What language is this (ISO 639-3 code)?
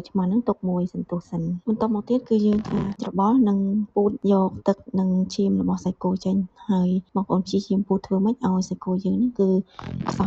khm